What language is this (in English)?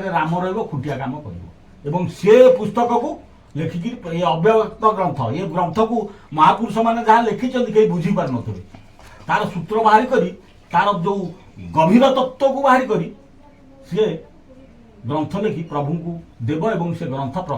Odia